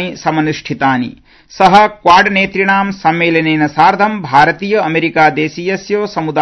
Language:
Sanskrit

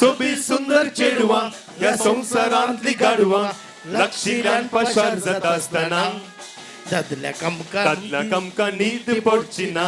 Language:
Konkani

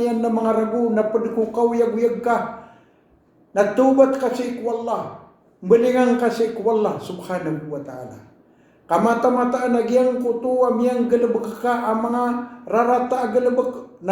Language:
Maranao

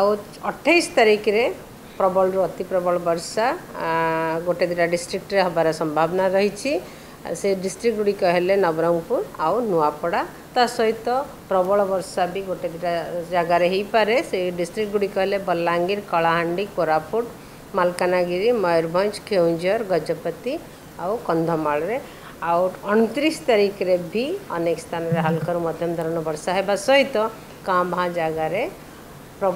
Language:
Odia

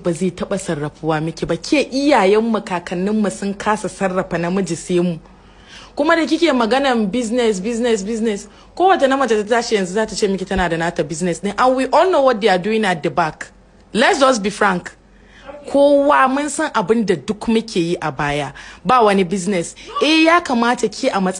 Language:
Hausa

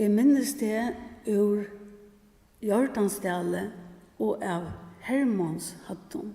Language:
Faroese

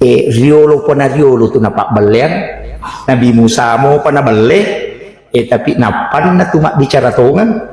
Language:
Buginese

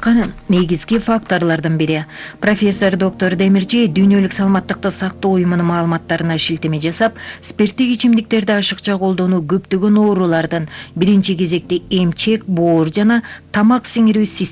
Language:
Kyrgyz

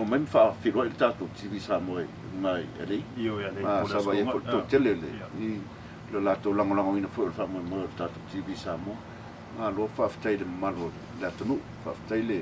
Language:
Samoan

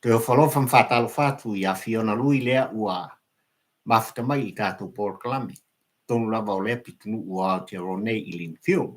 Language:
Samoan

